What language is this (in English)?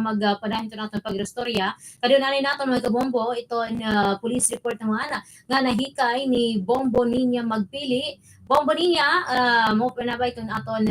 Waray